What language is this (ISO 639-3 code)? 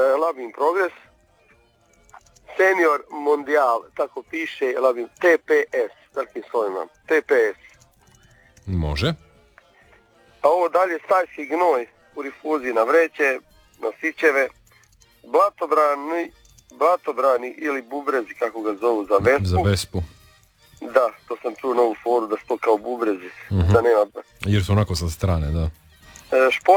hrv